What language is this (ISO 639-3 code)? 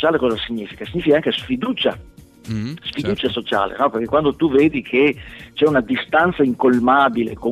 ita